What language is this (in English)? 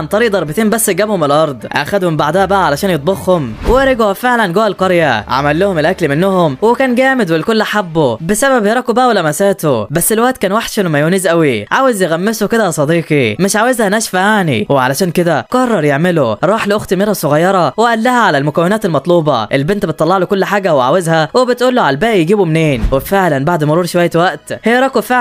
Egyptian Arabic